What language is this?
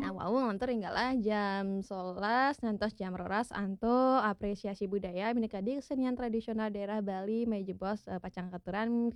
Balinese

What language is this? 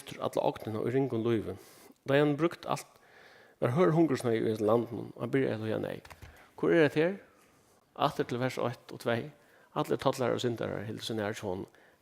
Faroese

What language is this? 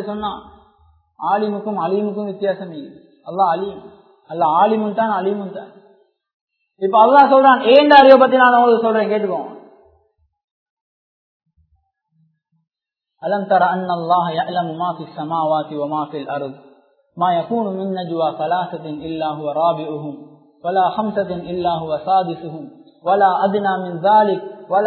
Tamil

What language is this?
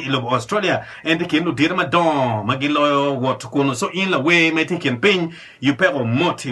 Acoli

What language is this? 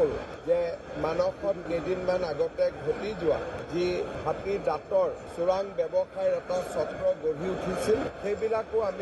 Assamese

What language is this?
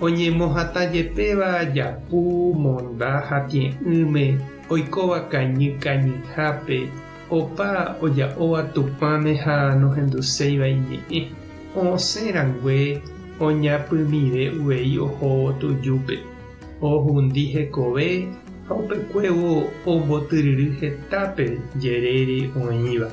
Guarani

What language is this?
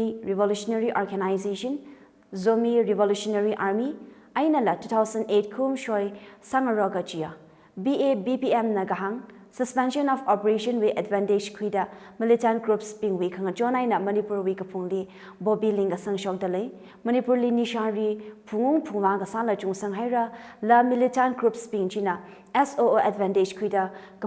Tangkhul Naga (India)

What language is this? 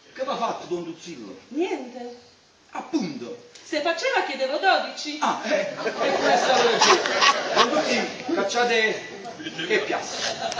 Neapolitan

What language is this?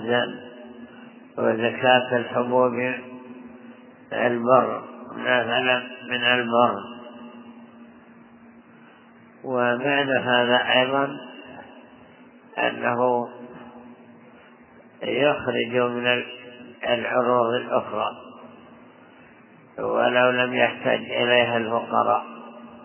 Arabic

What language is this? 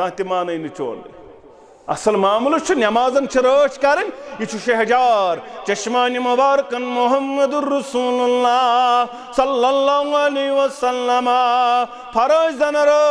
Kashmiri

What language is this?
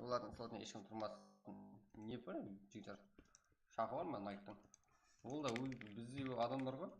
Kara-Kalpak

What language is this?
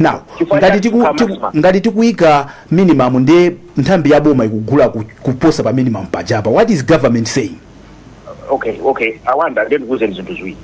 Nyanja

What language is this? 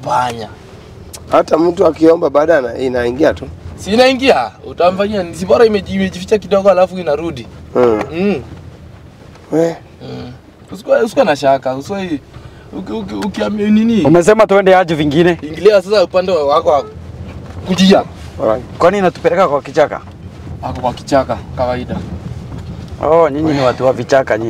Swahili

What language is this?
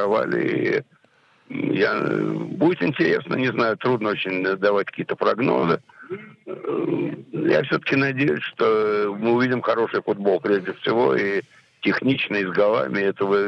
Russian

